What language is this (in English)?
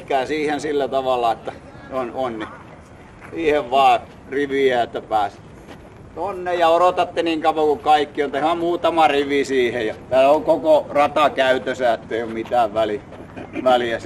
Finnish